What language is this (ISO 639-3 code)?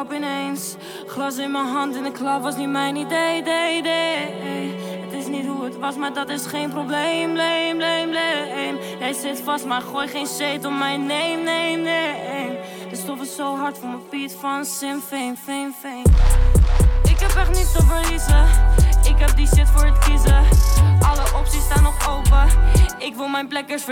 nld